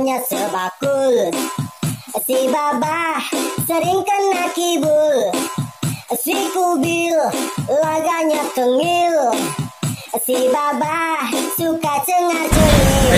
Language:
Betawi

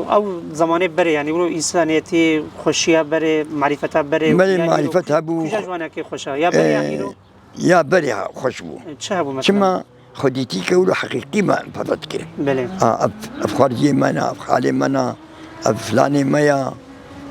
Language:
Kurdish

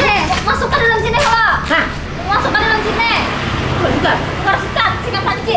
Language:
Banjar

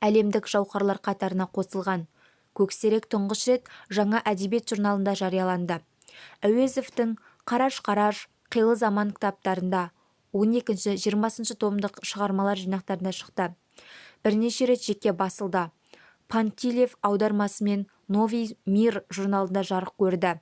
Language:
Kazakh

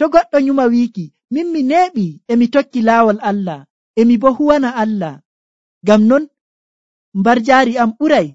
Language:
Nigerian Fulfulde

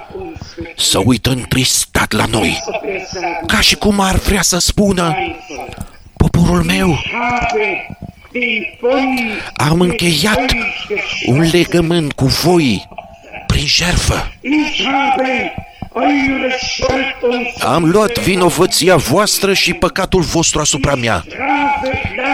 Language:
Romanian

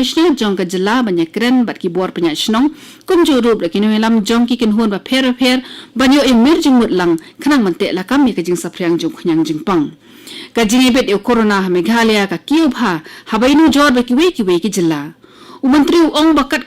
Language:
Khasi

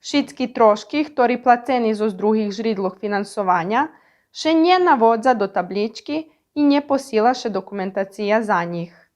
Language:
Rusyn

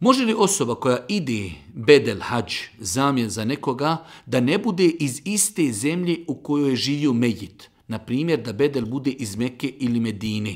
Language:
Bosnian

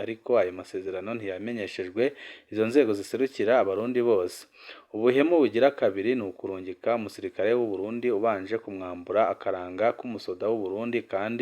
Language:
Rundi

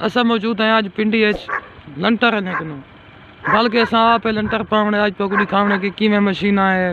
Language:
Saraiki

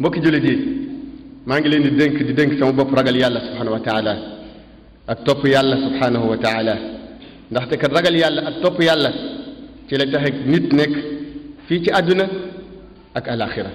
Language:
Wolof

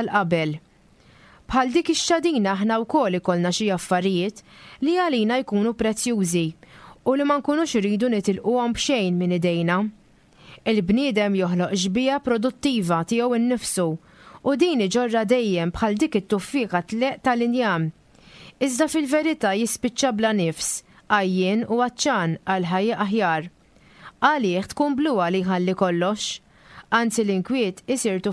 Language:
Maltese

